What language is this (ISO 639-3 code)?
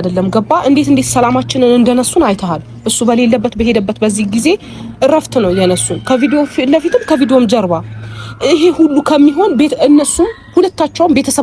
amh